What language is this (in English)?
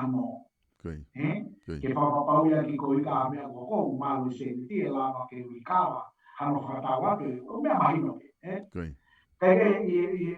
Tongan